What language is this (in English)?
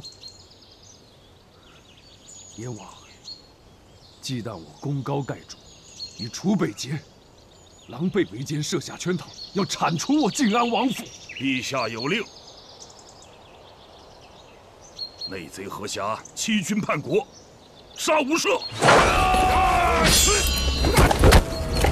Chinese